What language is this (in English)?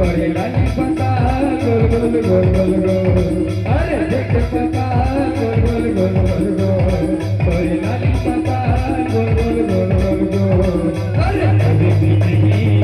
Chhattisgarhi